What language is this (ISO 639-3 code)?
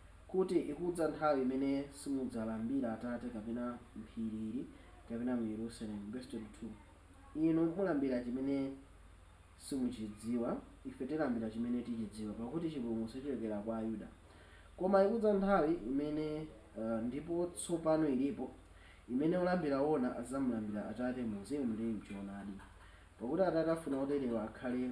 nya